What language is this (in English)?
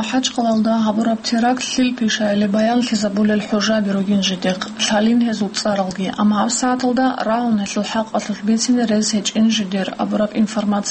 Avaric